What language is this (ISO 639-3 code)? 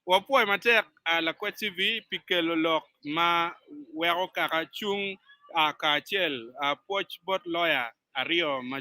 ach